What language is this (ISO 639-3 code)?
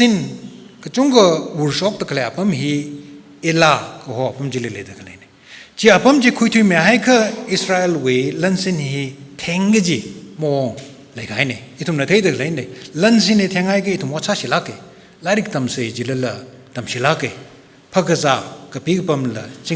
nmf